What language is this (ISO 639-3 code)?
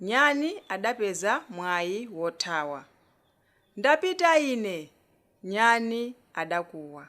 nya